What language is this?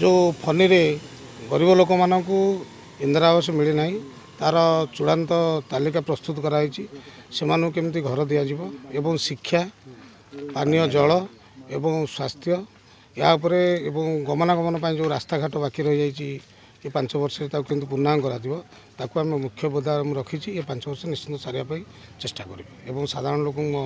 Odia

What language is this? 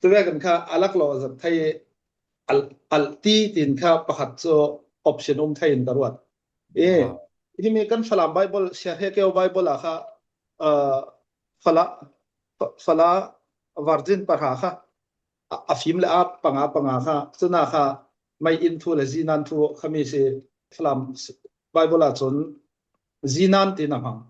Falam Chin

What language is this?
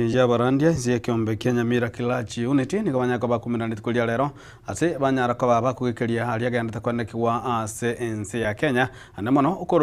Gusii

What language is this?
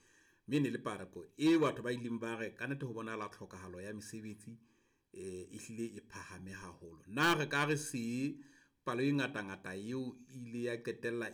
Southern Sotho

